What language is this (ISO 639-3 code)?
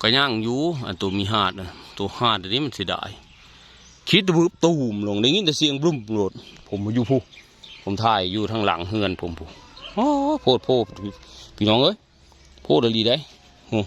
tts